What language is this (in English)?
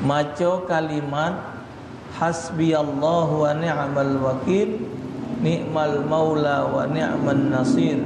Musi